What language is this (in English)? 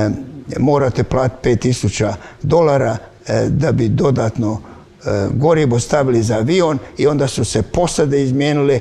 Croatian